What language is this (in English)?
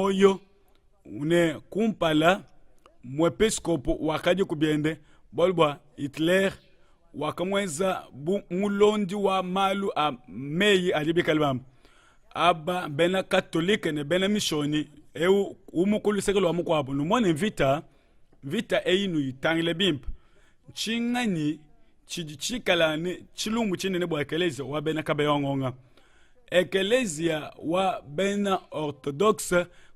Luba-Lulua